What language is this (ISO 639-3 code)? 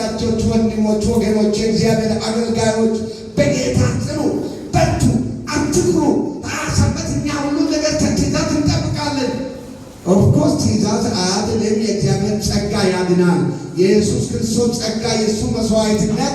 amh